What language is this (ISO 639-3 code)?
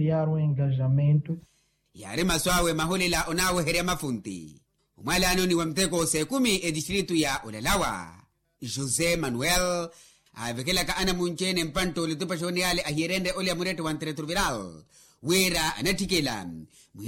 vmw